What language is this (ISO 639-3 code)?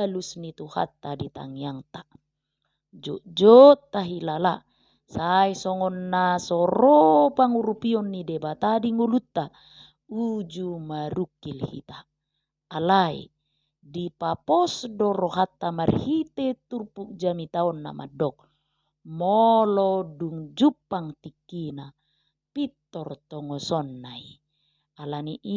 bbc